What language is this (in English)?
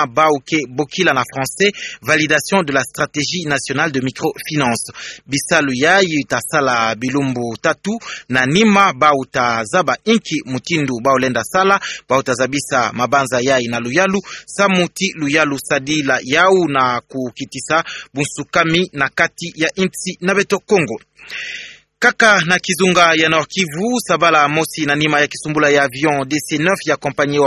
Kituba (Democratic Republic of Congo)